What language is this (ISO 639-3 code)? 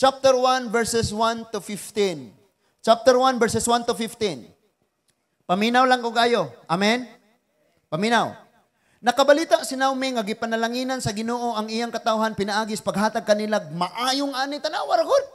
ceb